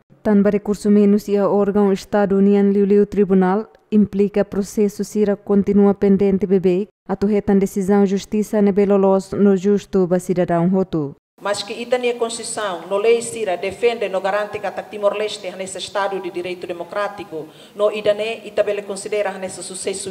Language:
Tetum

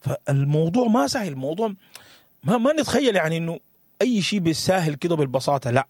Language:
Sudanese Arabic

